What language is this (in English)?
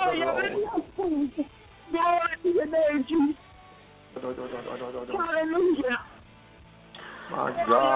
English